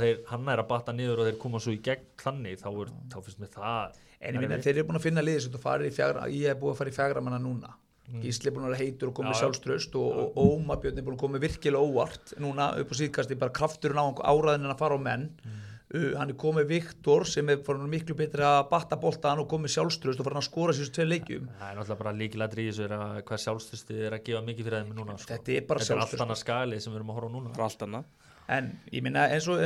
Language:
Icelandic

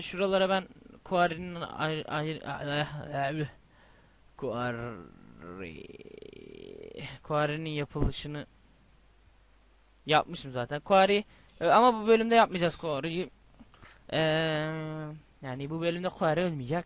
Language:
Turkish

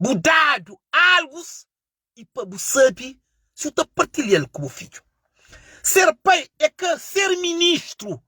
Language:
Kabuverdianu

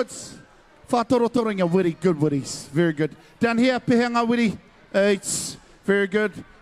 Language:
Māori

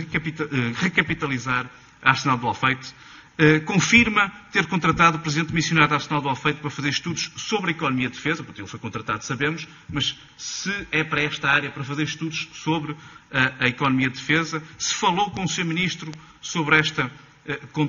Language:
Portuguese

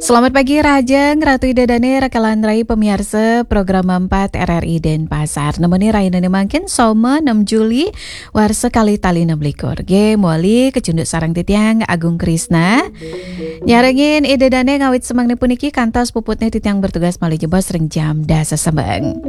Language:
Balinese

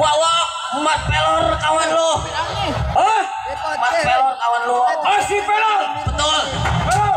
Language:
Betawi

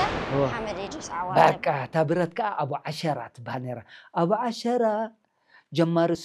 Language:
Tigrinya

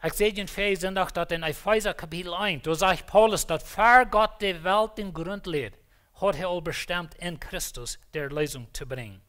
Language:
Plautdietsch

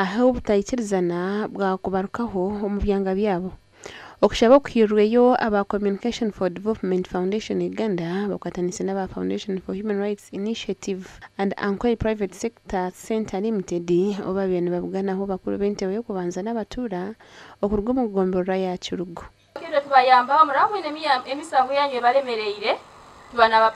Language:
Nyankole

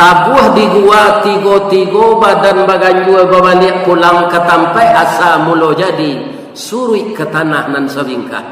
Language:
Minangkabau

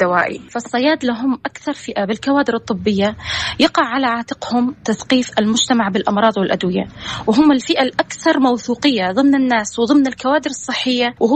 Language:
North Levantine Arabic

